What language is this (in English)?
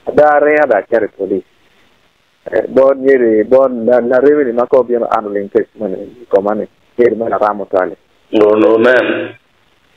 Acoli